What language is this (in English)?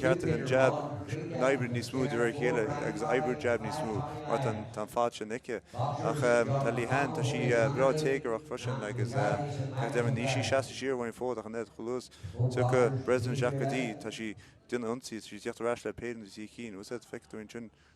Irish